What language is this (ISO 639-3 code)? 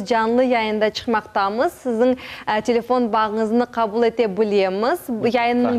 crh